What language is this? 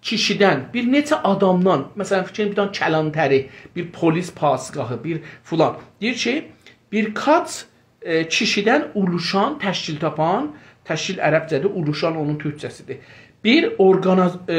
South Azerbaijani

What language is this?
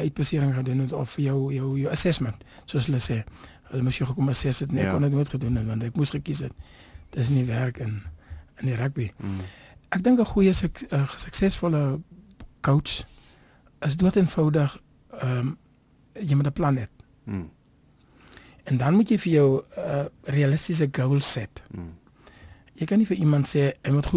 Afrikaans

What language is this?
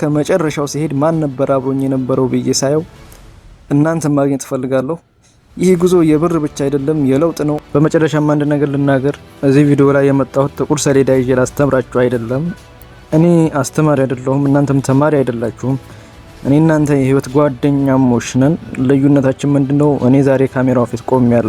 Amharic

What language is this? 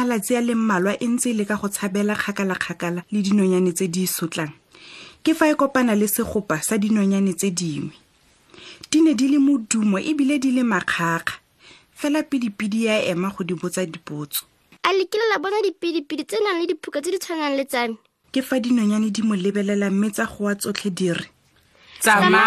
Tswana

